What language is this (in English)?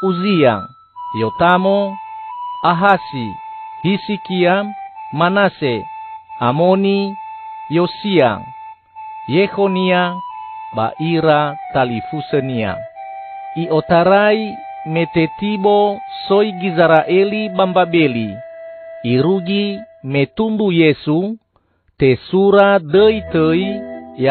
Nias